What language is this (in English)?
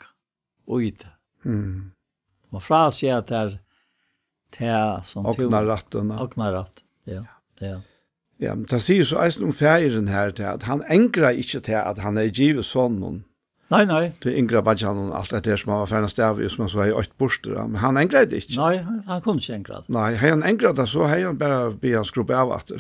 Faroese